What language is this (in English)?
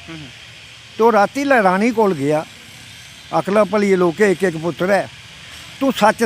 Dogri